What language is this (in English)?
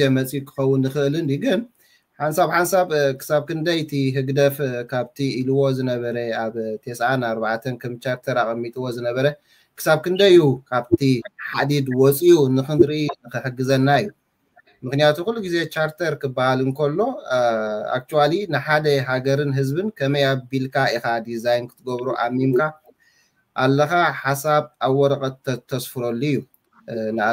Tigrinya